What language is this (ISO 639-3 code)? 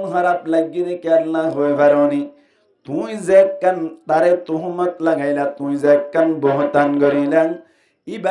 rhg